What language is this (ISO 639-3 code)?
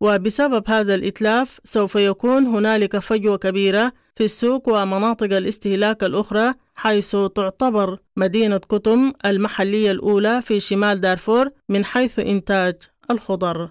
apd